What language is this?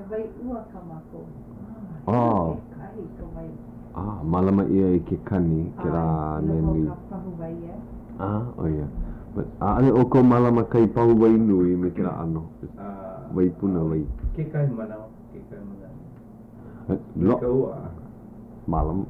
Hawaiian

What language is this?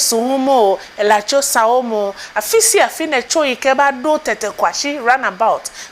Ewe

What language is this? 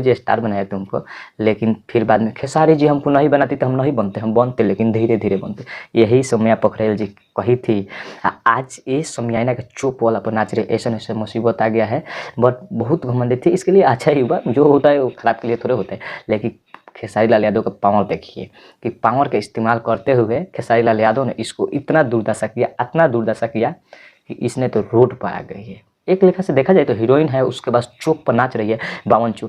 Bhojpuri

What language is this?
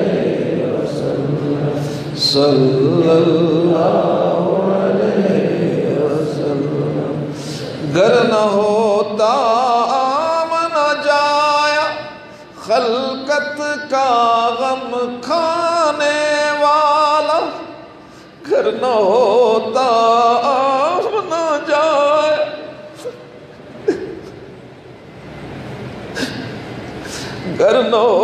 Urdu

